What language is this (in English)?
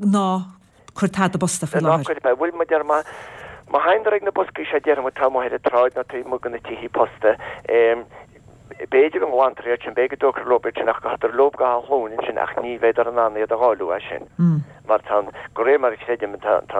Irish